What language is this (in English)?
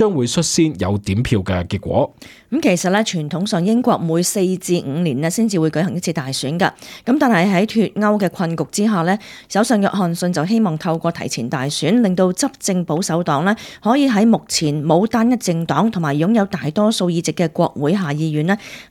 Cantonese